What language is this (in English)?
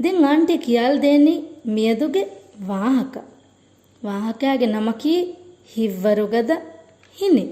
Divehi